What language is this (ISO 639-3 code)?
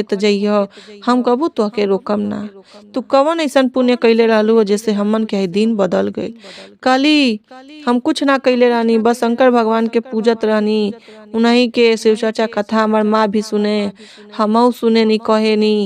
bho